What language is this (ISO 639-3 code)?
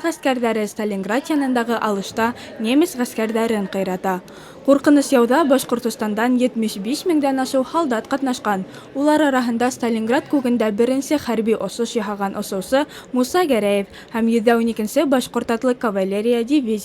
bak